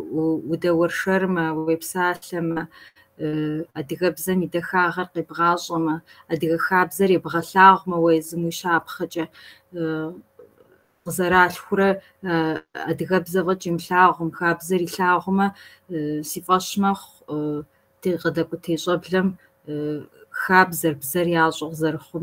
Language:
Kabardian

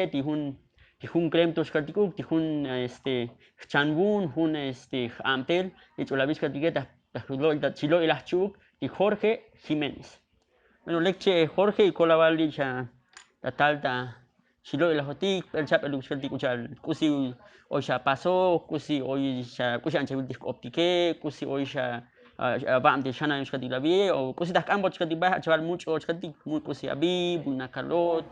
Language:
Tzotzil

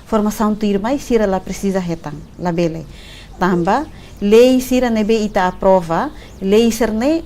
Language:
Tetum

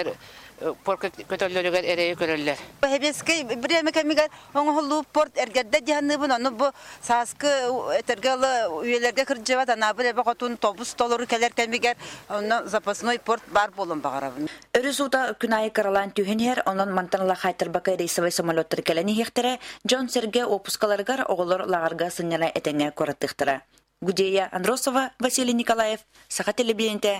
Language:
Yakut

